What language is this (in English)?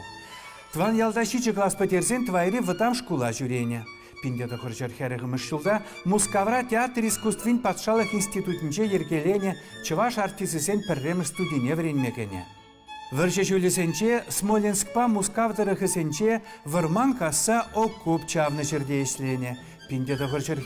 Chuvash